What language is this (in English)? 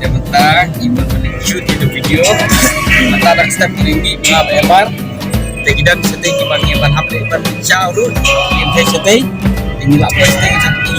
Khasi